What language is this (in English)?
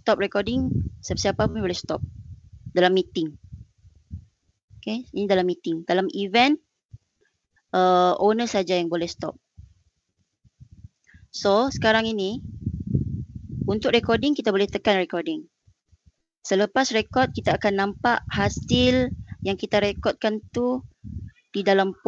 Malay